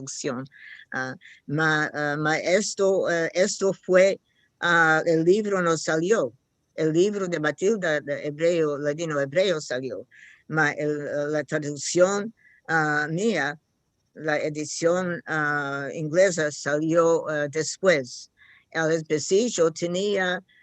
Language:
Ladino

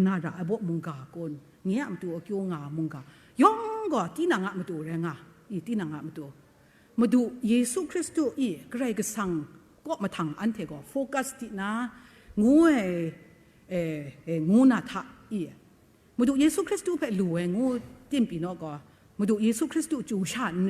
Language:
Kachin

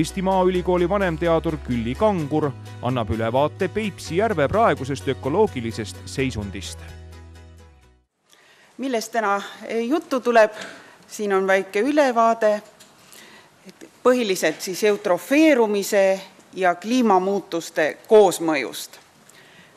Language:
Estonian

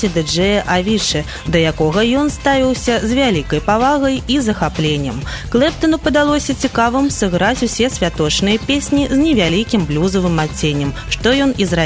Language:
Belarusian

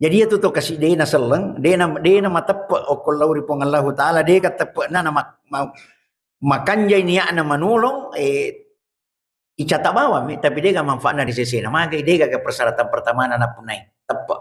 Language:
Buginese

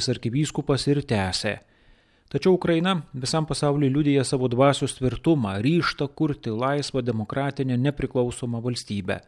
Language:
Lithuanian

